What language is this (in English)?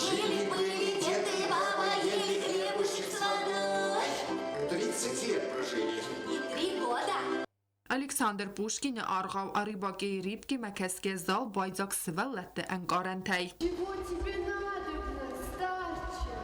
Ossetic